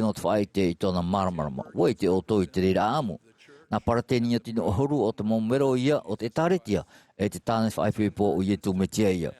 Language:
Tahitian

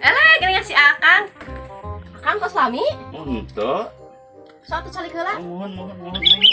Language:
Sundanese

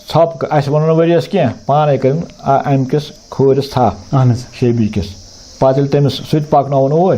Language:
Kashmiri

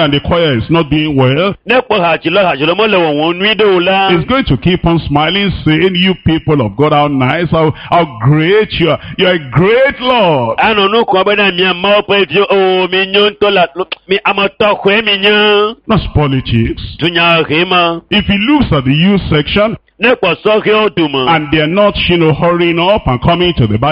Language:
Ewe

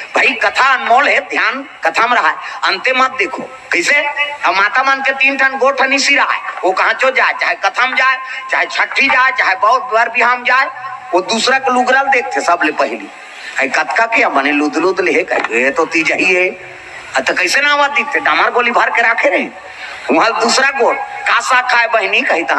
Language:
Chhattisgarhi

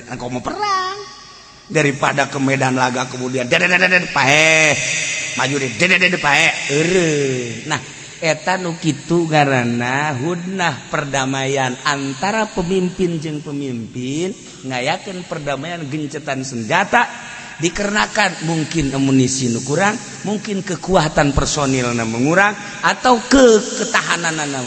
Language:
Sundanese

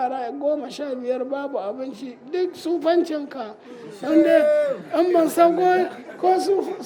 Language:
Hausa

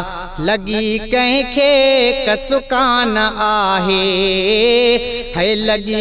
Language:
Sindhi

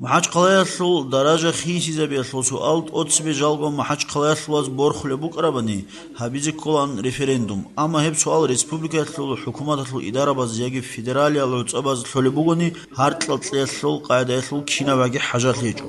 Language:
Avaric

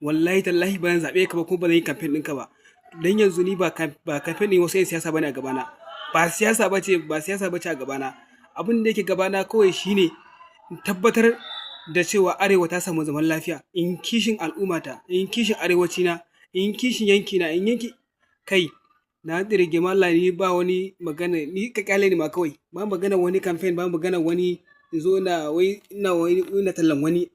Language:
Hausa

